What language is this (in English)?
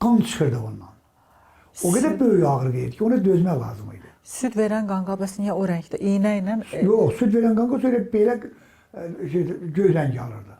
Azerbaijani